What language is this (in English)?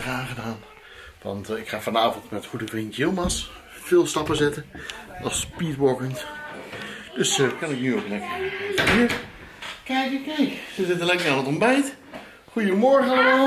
Dutch